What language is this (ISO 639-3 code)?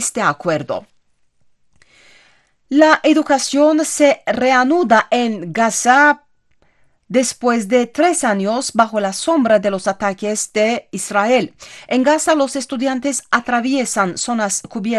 spa